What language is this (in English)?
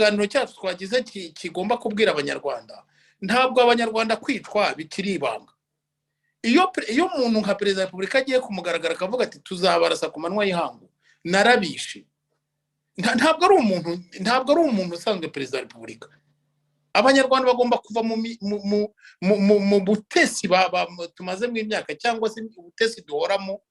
Kinyarwanda